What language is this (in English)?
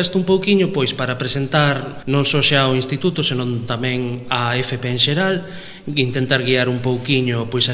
Galician